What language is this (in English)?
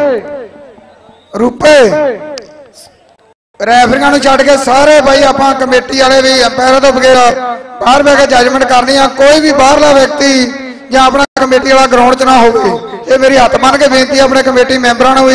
Punjabi